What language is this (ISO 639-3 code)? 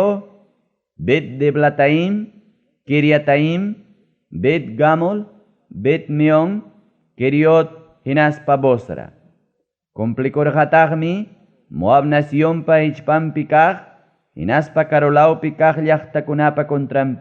quy